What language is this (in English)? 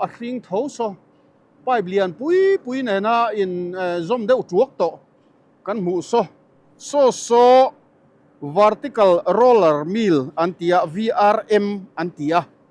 Mizo